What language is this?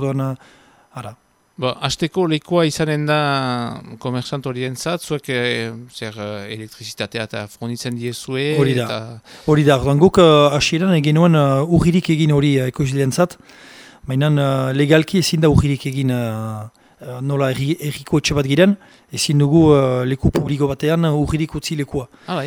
Basque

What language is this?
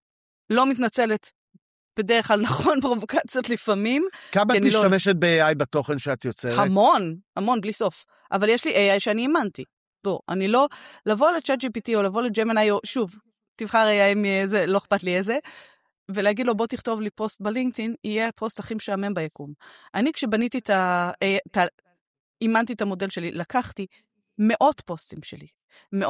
Hebrew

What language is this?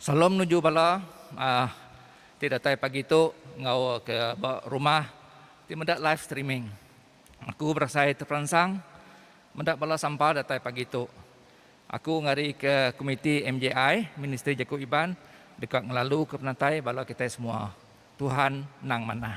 Iban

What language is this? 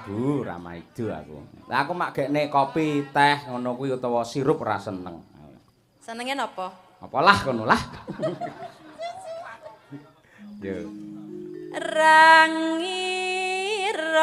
Javanese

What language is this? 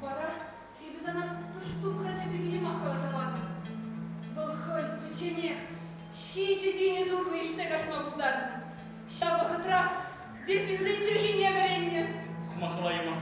Chuvash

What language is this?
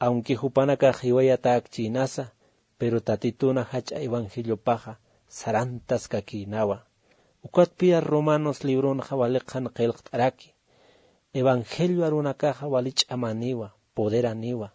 Aymara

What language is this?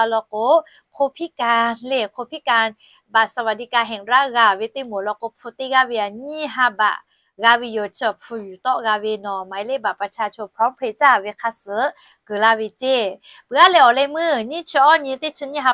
Lahu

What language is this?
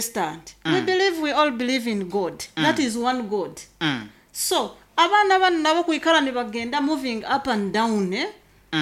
Nyoro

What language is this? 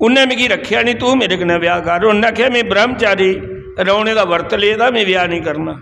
Dogri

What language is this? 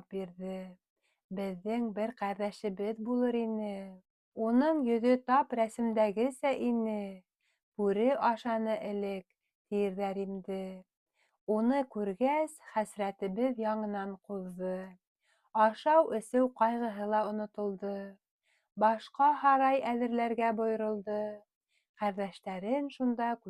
Bashkir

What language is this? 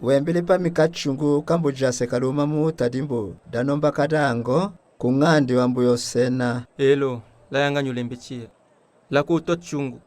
Tetela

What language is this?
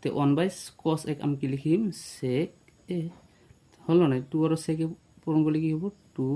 Assamese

